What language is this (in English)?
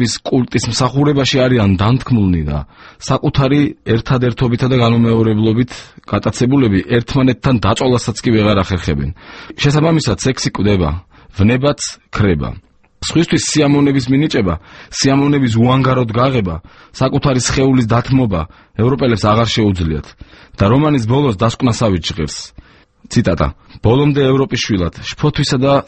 Georgian